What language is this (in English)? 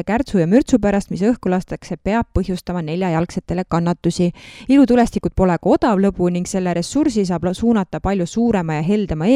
Estonian